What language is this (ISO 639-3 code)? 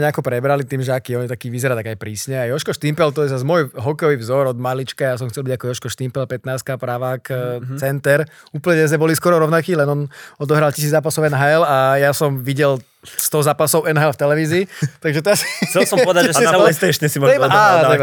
slk